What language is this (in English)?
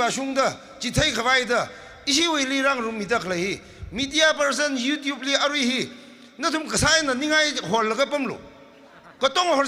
Tangkhul Naga (India)